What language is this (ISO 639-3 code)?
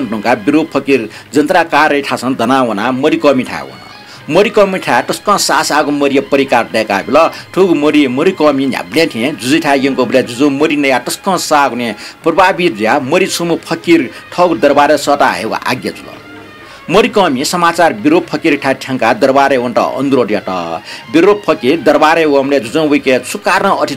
new